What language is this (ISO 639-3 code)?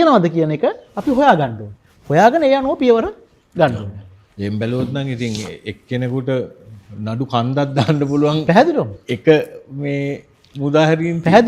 sin